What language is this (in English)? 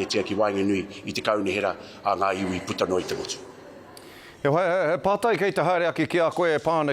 Māori